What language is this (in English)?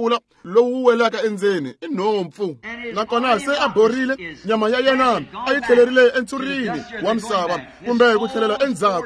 Tsonga